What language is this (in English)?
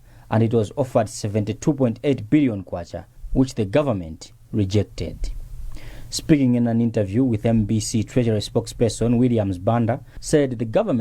English